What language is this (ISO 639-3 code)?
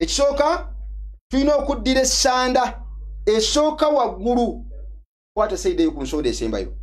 lug